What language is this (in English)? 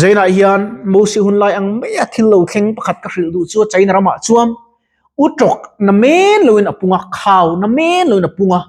Mizo